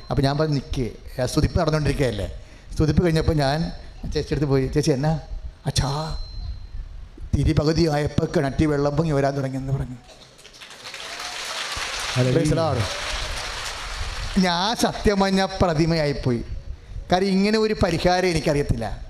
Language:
Malayalam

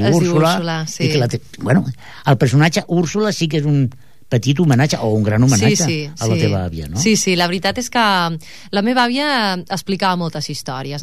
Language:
Catalan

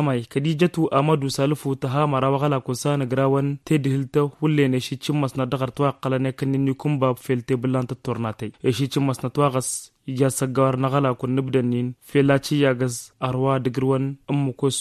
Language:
Tamasheq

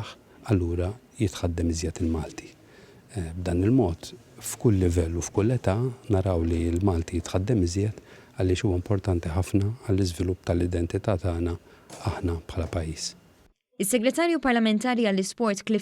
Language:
Maltese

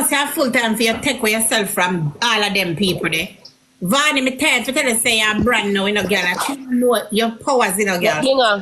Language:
Jamaican Creole English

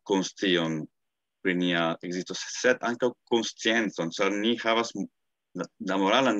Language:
Esperanto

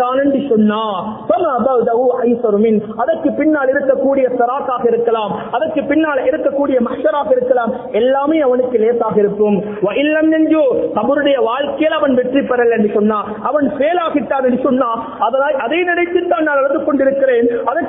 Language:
Tamil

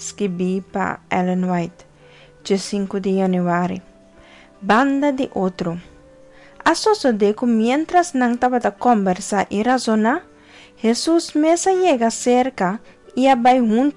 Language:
Papiamento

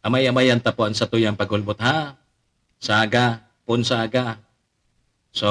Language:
Bikol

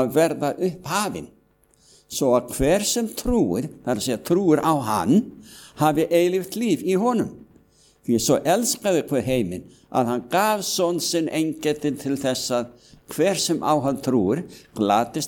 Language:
Icelandic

